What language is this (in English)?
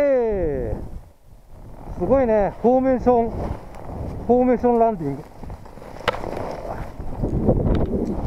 Japanese